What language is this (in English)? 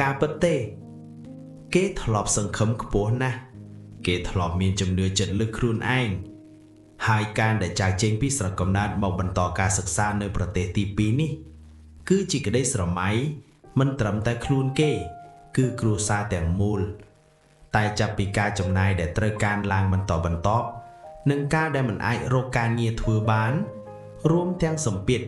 Khmer